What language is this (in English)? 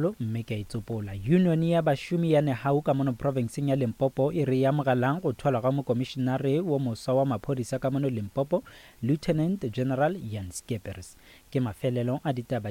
Northern Sotho